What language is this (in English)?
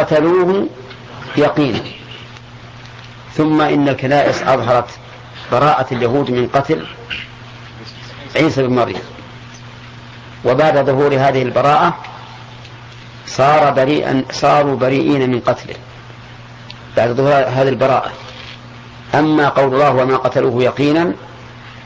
Arabic